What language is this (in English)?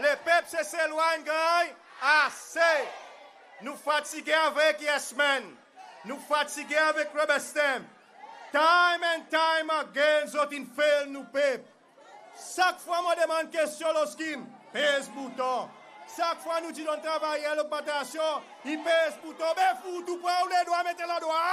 Seselwa Creole French